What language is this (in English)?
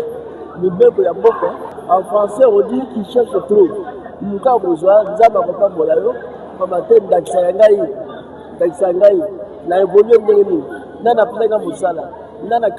Lingala